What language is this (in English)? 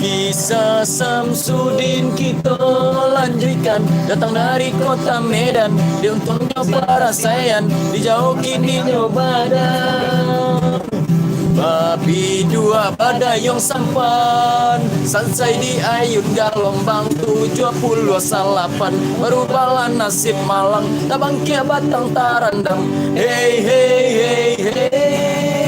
Minangkabau